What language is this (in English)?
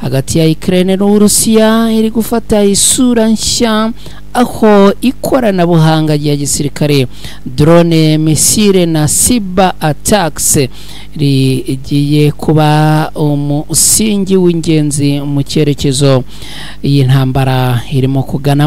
Kinyarwanda